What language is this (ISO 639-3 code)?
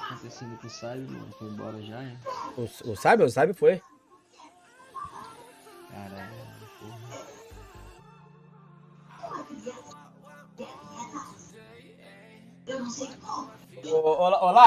por